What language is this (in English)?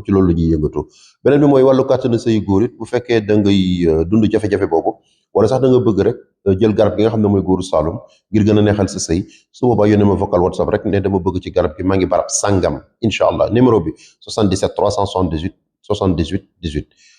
Wolof